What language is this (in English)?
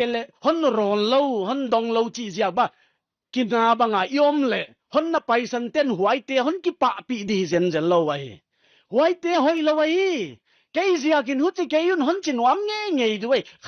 Paite Chin